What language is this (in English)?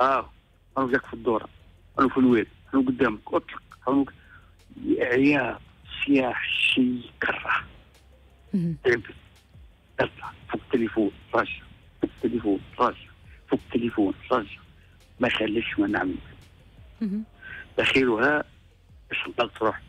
Tunisian Arabic